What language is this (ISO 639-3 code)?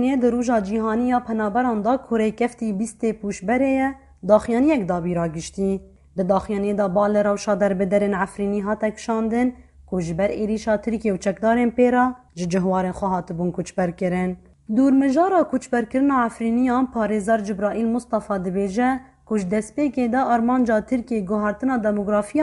kur